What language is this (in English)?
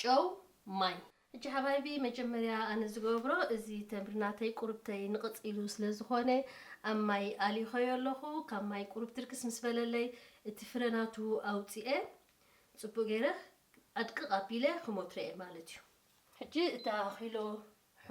Tigrinya